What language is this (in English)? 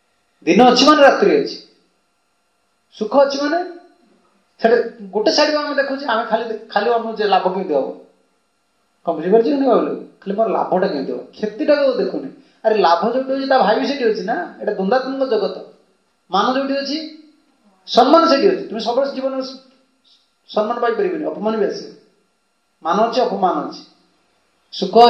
Odia